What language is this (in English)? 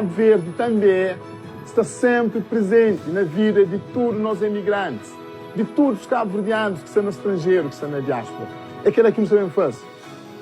Kabuverdianu